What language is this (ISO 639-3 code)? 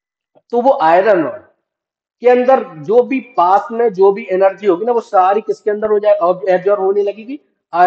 hin